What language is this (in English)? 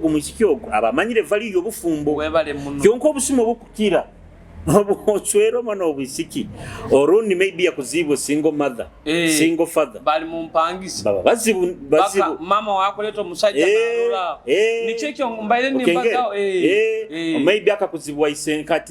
Nyoro